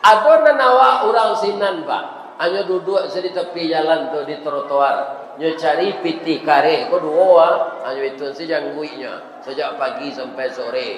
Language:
Minangkabau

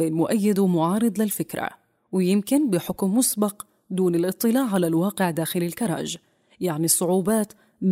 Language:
North Levantine Arabic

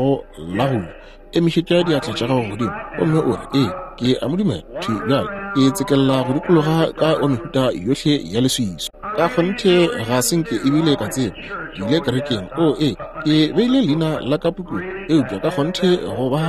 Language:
Northern Sotho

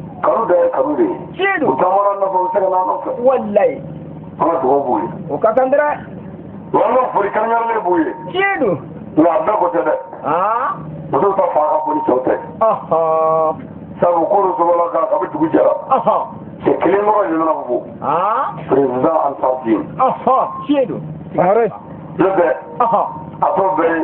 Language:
Bambara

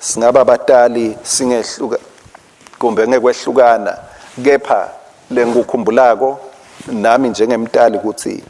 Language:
Swati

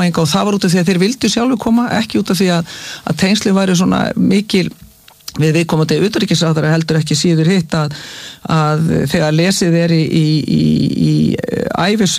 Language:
Icelandic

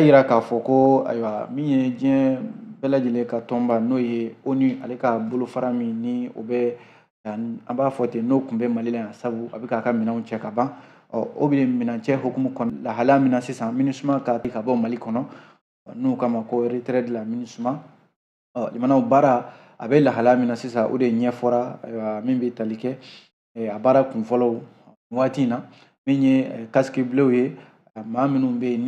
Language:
Bambara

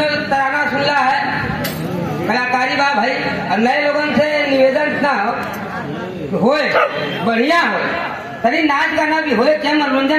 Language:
Bhojpuri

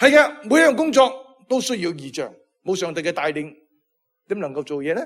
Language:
Cantonese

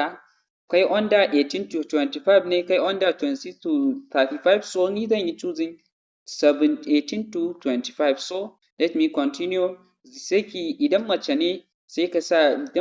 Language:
Hausa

